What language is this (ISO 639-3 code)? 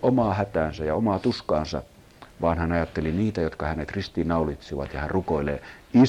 fin